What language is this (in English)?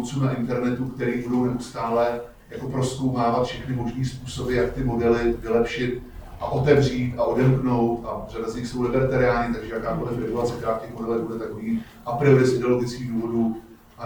Czech